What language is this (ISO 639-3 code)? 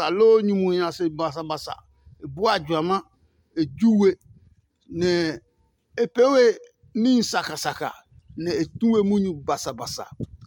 ada